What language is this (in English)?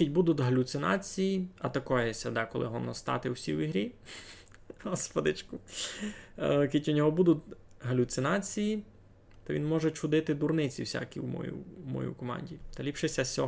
Rusyn